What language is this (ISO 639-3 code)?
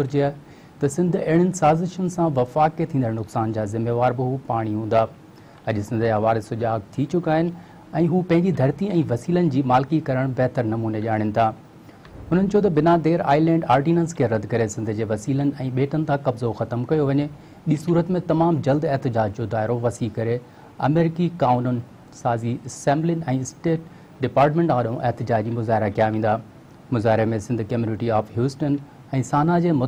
snd